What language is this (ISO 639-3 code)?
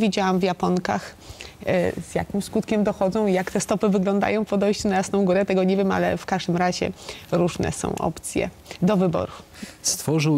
pol